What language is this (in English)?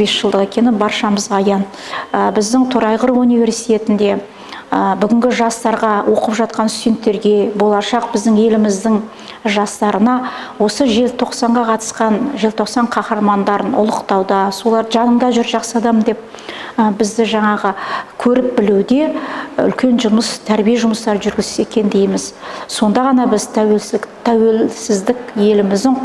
Kazakh